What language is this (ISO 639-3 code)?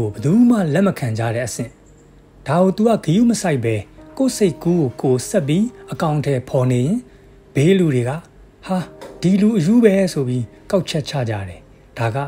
mya